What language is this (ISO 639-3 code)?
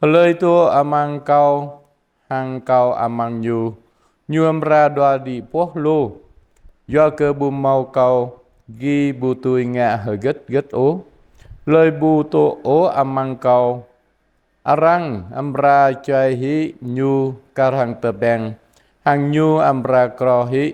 jra